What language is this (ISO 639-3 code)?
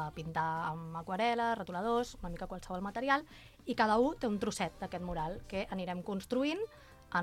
cat